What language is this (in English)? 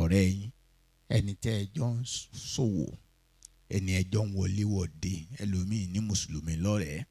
Yoruba